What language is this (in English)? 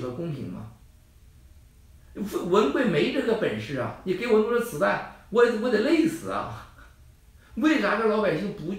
Chinese